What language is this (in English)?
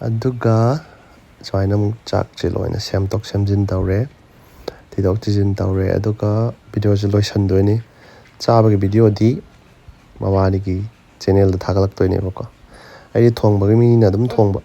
Manipuri